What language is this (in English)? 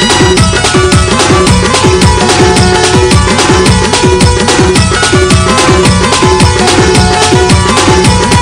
Marathi